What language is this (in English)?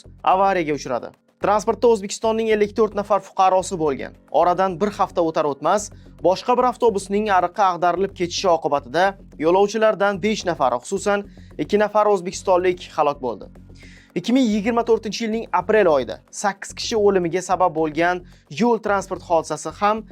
Uzbek